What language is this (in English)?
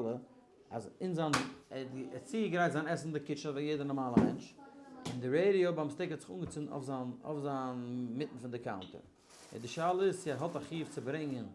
Yiddish